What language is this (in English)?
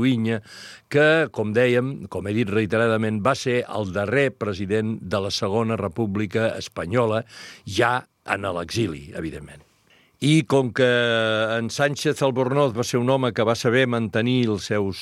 Catalan